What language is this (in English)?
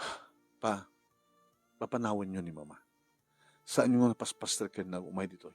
Iloko